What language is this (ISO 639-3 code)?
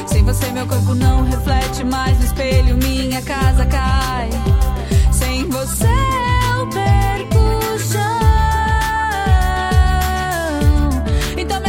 por